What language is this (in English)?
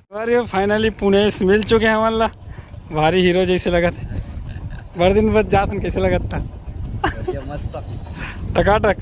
Chhattisgarhi